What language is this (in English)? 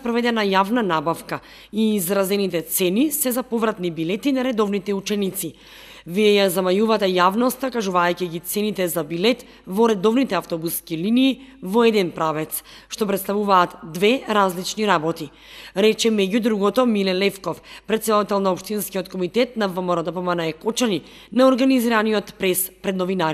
Macedonian